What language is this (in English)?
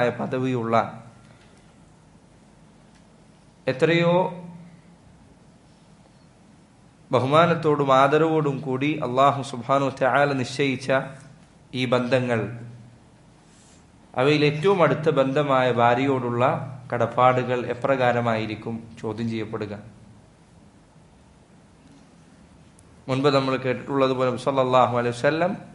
Malayalam